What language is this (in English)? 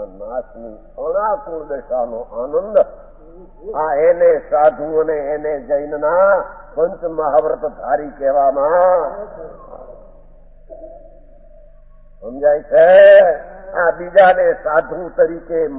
Gujarati